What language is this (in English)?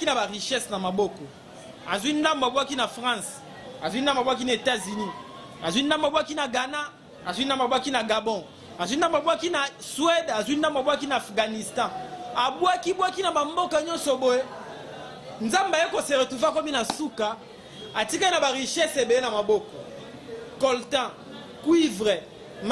Lingala